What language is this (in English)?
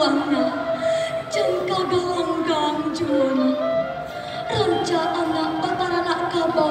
Minangkabau